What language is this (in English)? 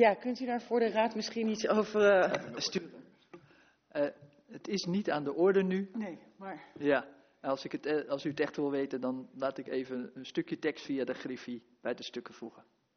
Dutch